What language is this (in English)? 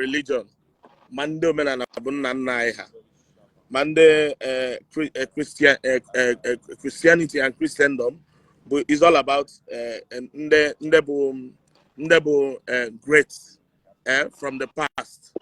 Igbo